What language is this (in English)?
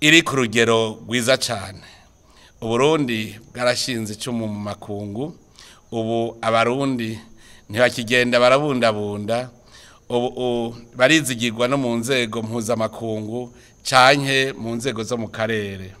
Rundi